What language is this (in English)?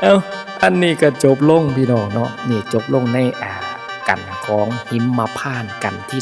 Northeastern Thai